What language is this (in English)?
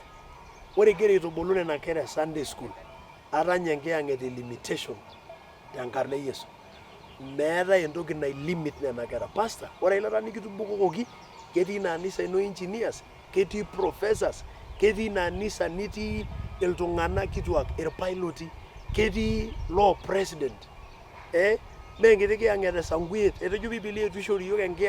Masai